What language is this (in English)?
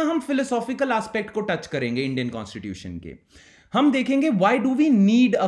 Hindi